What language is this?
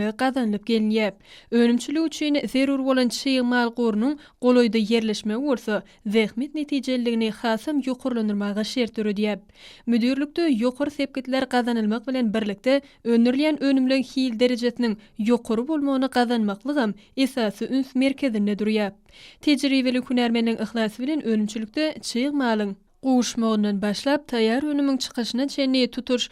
Turkmen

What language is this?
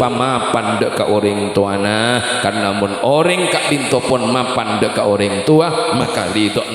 Madurese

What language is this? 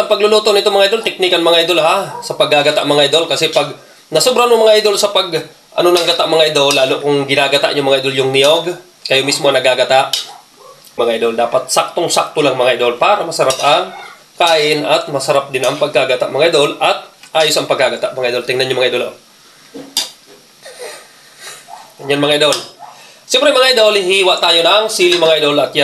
Filipino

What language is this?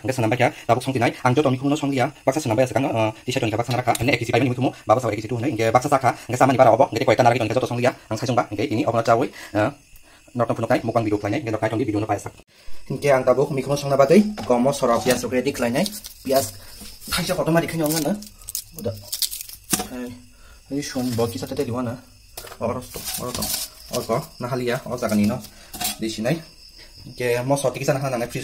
Kok Borok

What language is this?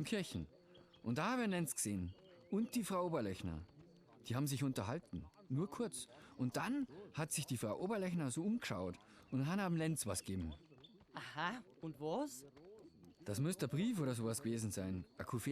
Bavarian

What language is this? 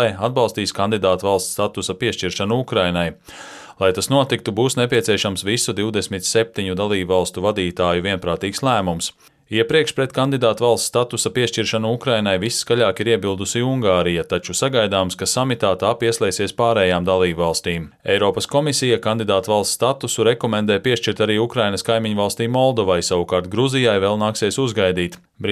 Latvian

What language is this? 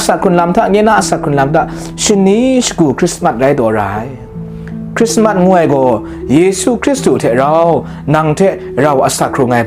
Kachin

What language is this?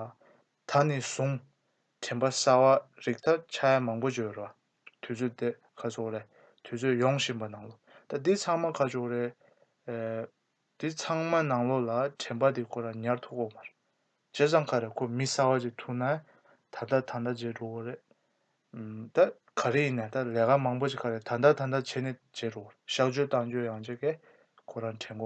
Tibetan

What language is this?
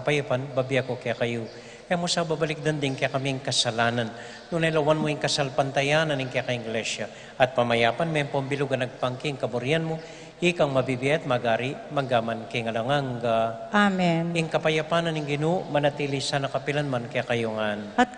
Pampanga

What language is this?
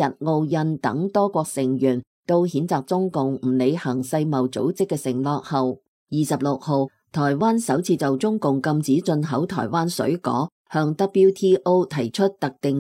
Cantonese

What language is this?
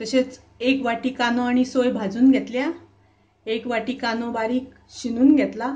Konkani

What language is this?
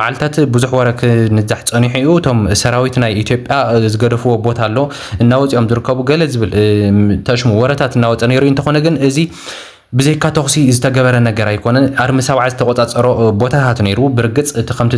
Tigrinya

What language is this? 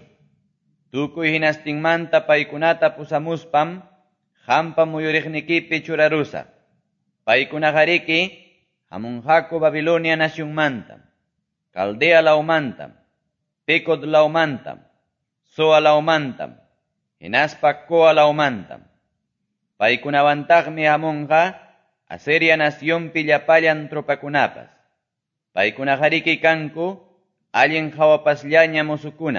Quechua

